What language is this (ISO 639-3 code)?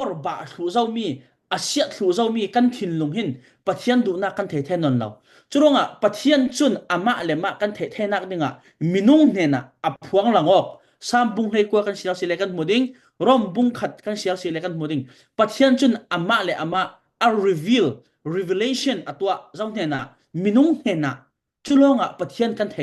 cfm